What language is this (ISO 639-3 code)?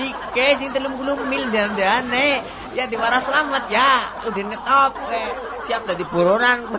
jav